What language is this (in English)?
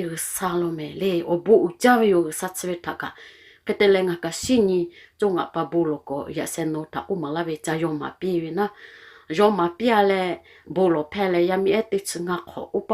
Lahu